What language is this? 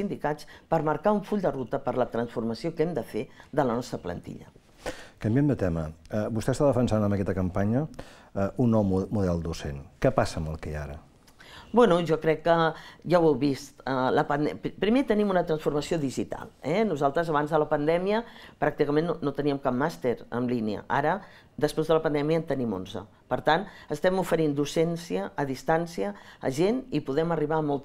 Catalan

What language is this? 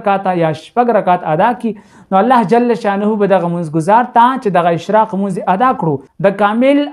Pashto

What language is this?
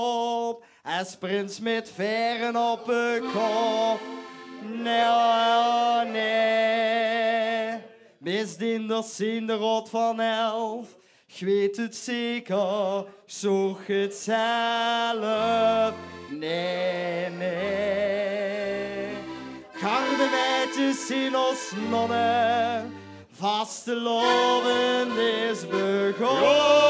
Limburgish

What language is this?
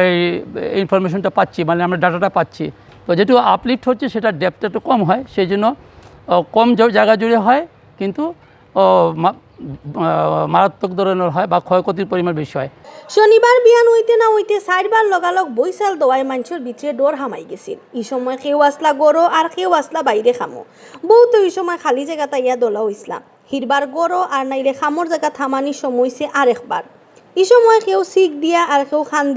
Sylheti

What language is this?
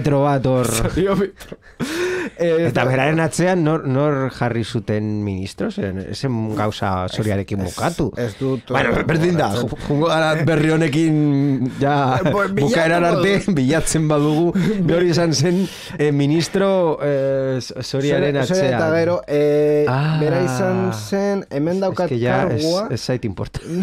Basque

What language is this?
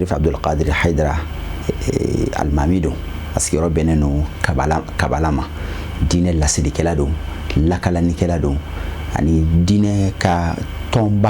Bambara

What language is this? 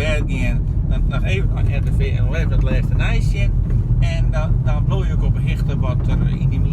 Western Frisian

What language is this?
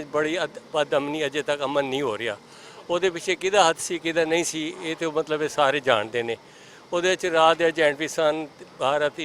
Western Panjabi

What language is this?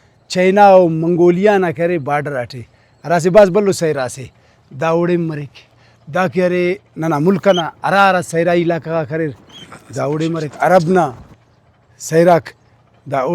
Brahui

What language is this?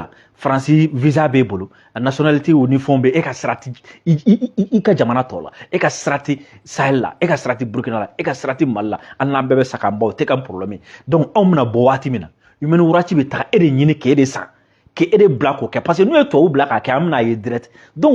Bambara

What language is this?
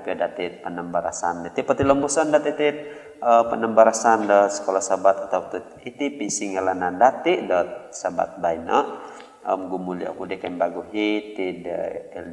Central Dusun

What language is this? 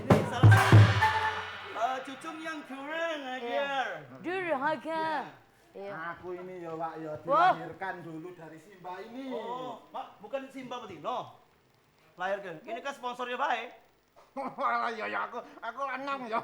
Musi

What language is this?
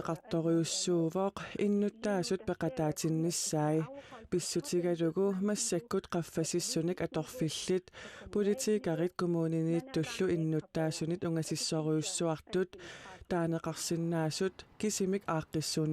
Kalaallisut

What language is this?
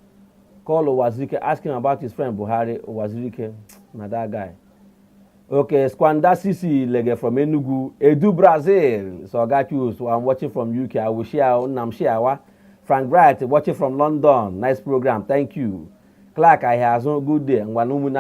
Igbo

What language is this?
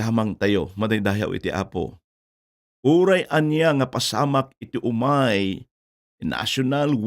Iloko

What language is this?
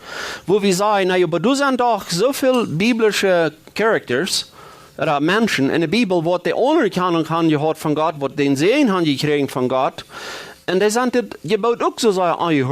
Plautdietsch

